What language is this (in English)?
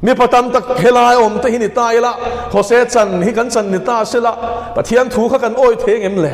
Mizo